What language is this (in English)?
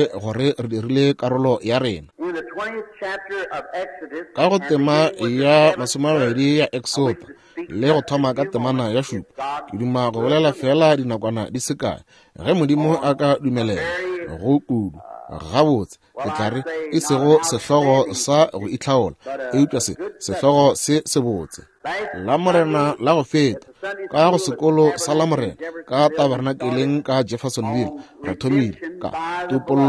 Northern Sotho